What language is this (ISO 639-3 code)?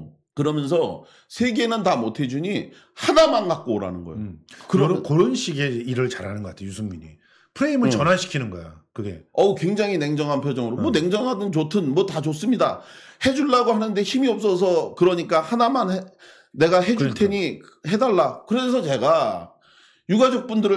kor